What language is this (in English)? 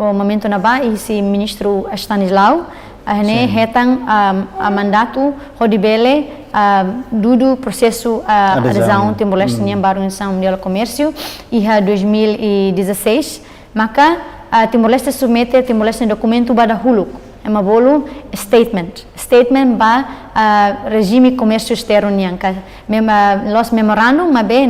Tetum